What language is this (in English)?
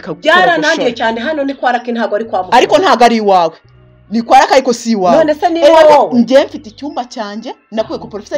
Kinyarwanda